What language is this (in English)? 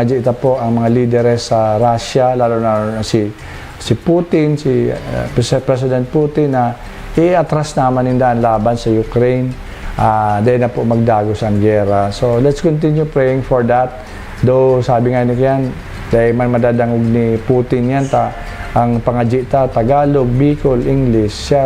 Bikol